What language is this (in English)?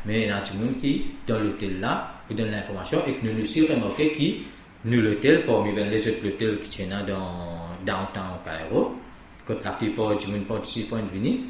Morisyen